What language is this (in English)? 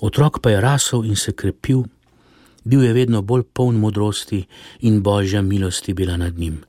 Slovenian